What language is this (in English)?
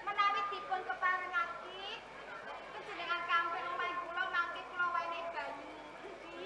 Javanese